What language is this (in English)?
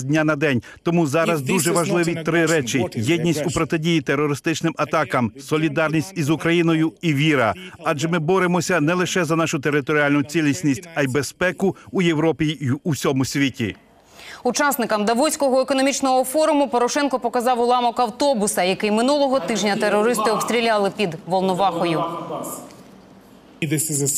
Ukrainian